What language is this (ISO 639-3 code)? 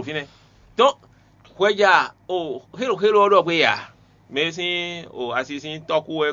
fon